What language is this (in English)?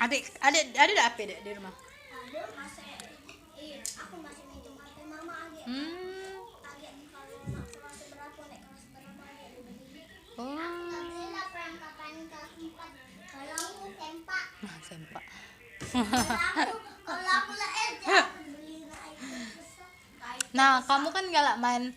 Musi